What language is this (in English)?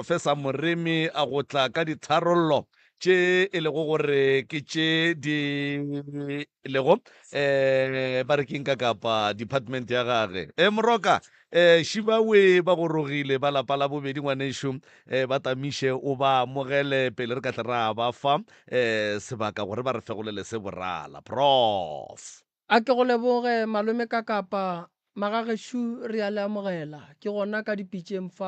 Northern Sotho